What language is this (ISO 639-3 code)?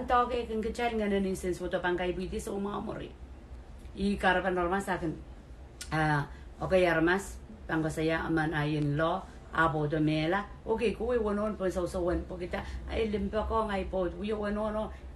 pon